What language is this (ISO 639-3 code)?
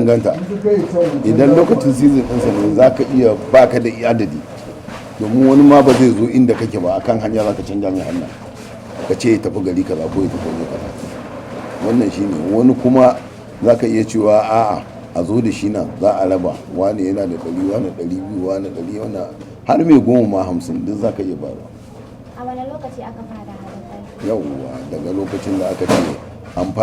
hau